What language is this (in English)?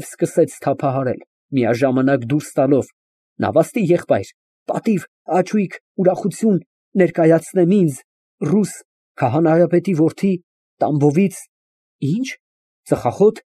Armenian